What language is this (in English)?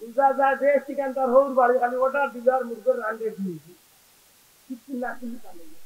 Sylheti